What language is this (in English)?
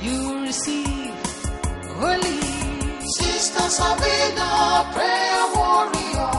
Ewe